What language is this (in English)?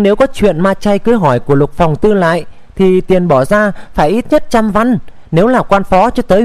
Vietnamese